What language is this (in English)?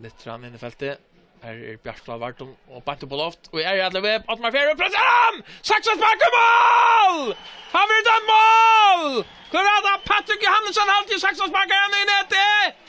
Faroese